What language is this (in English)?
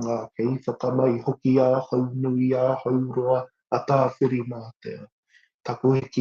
Māori